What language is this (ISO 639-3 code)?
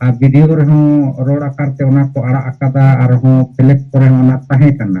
sat